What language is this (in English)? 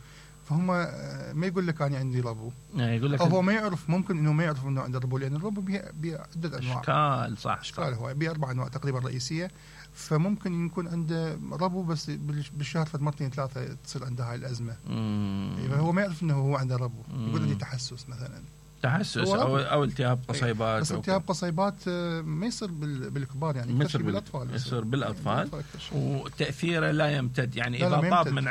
Mesopotamian Arabic